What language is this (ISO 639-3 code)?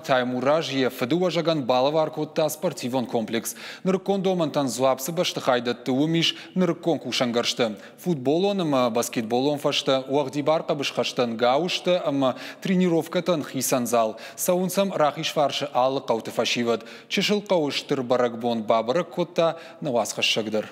oss